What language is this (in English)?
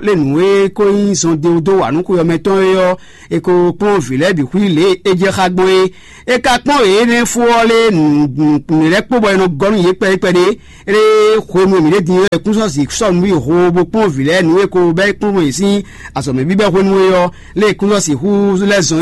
Fon